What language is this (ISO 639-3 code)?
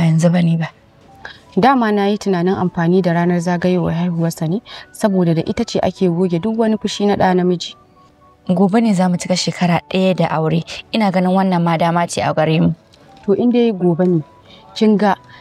hau